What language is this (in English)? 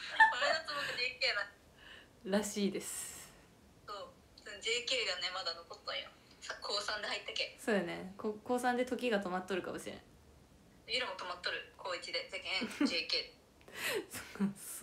Japanese